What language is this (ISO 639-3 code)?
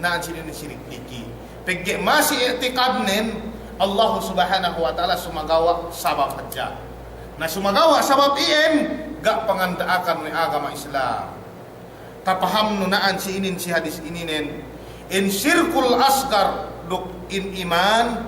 yka